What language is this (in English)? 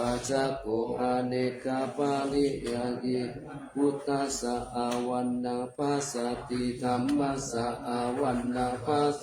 Pali